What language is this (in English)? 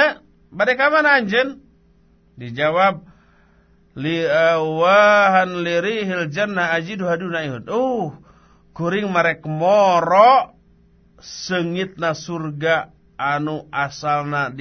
Sundanese